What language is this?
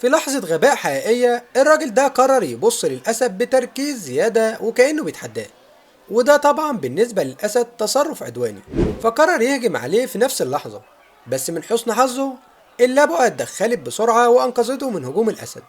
Egyptian Arabic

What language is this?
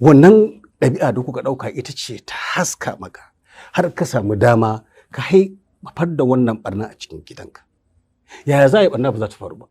Hausa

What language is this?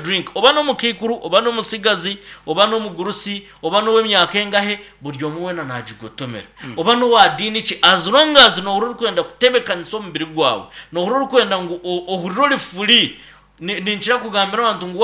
Nyankole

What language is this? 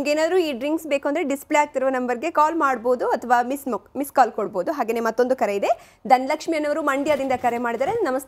Kannada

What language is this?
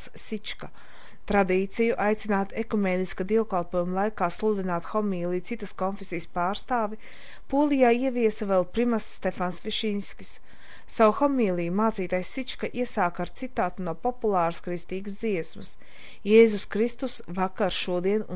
Latvian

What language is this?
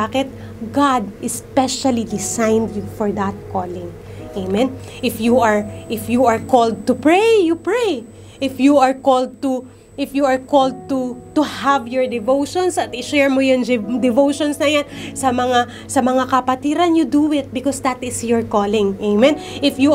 Filipino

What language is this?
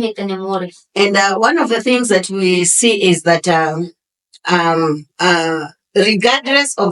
Tetum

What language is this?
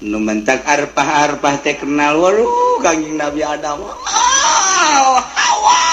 Sundanese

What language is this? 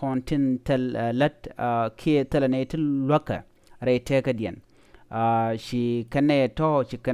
Nuer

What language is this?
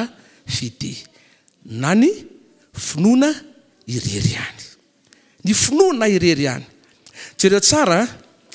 Malagasy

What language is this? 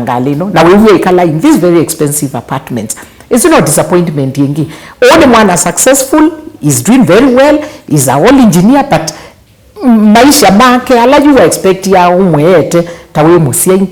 Kamba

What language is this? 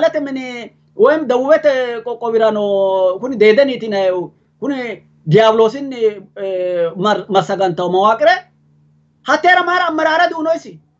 Sidamo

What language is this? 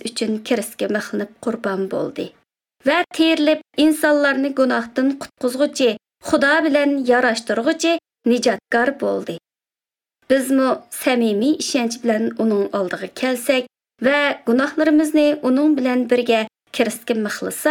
Uzbek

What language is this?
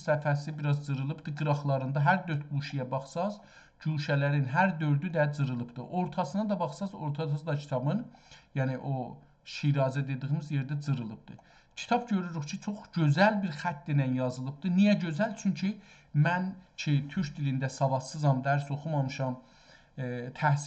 South Azerbaijani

